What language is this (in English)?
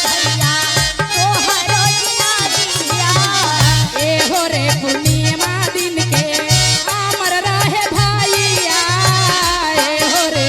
Magahi